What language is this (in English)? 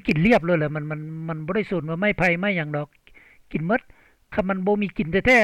Lao